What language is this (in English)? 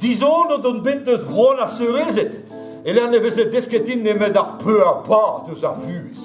Breton